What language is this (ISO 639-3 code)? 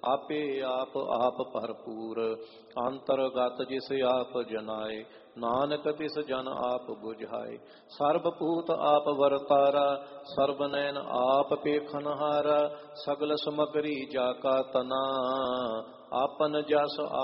pan